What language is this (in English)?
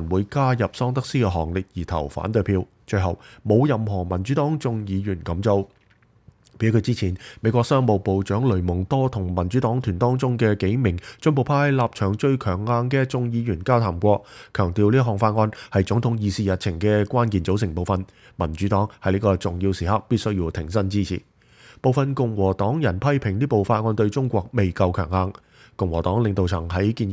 Cantonese